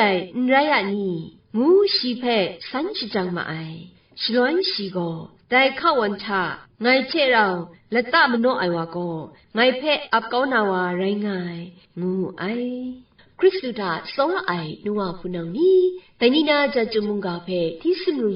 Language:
Kachin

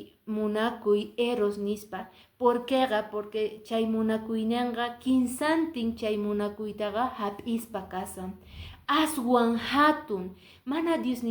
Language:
Quechua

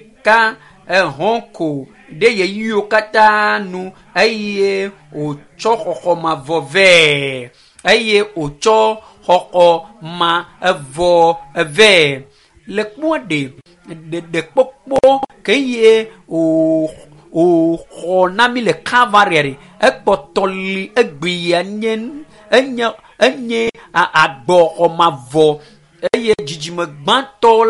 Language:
Ewe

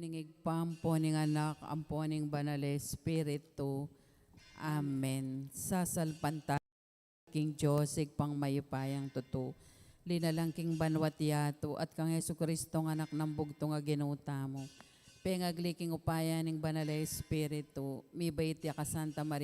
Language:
Pampanga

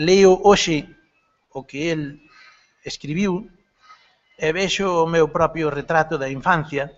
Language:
Galician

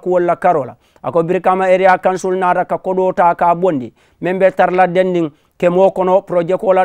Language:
Mandingo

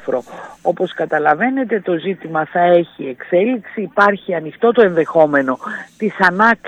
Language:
Greek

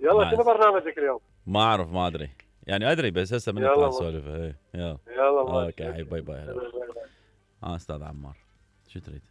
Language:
Mesopotamian Arabic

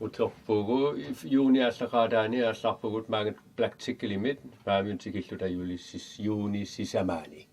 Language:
Kalaallisut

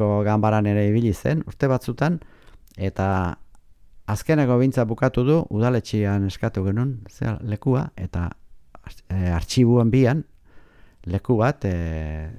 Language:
Basque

